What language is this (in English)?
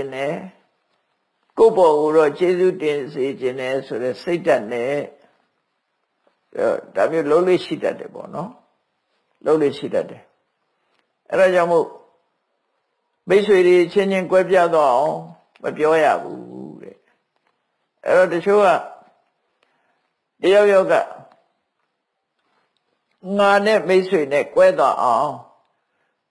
Burmese